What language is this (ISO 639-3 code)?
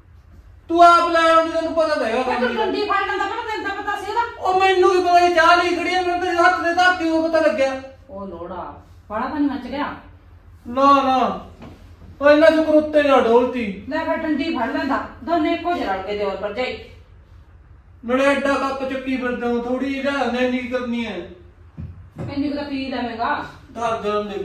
pan